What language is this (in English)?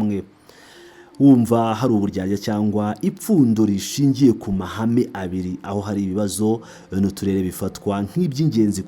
Kinyarwanda